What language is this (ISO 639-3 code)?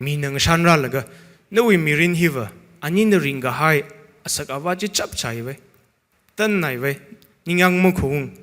nmf